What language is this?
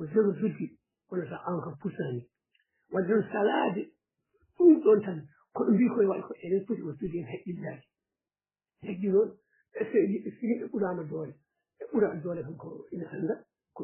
Fula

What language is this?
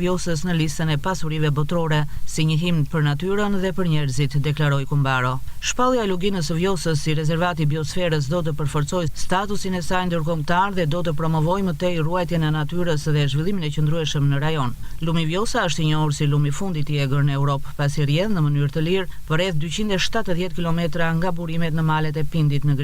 Albanian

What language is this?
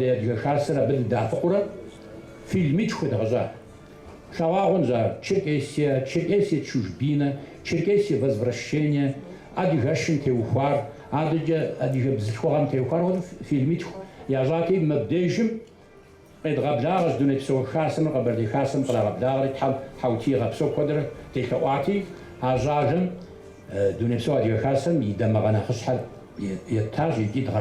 Kabardian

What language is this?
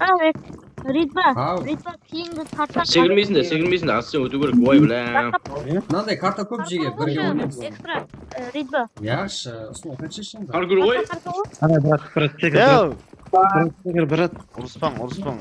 Kara-Kalpak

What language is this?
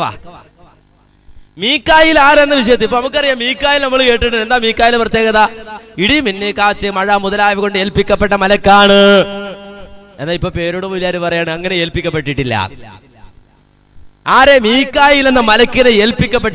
Malayalam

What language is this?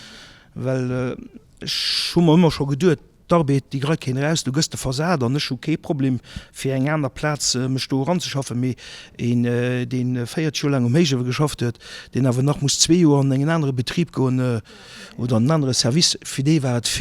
Luxembourgish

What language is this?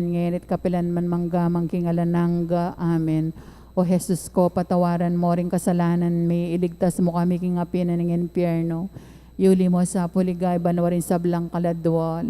Pampanga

